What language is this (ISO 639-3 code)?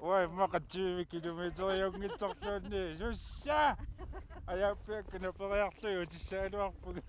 kal